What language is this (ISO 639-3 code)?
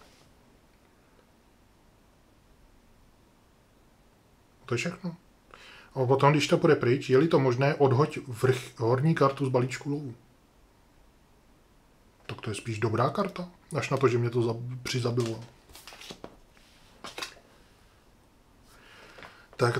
ces